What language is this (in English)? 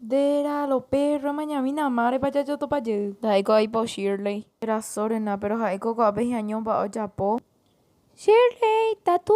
Guarani